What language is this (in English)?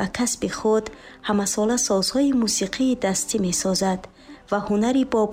Tajik